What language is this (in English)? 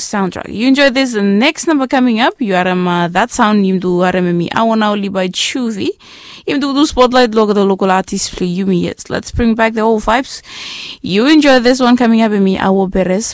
Bislama